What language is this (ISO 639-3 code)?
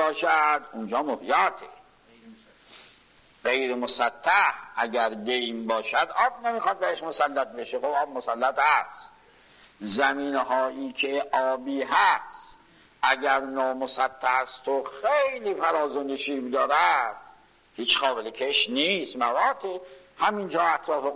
fas